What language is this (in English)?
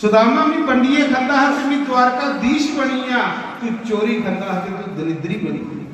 Dogri